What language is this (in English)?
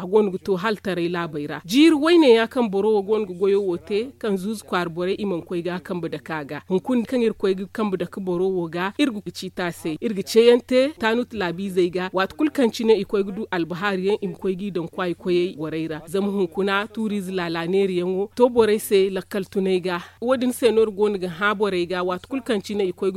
Zarma